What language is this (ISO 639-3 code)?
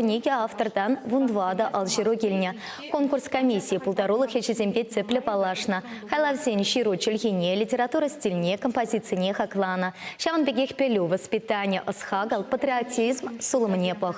chv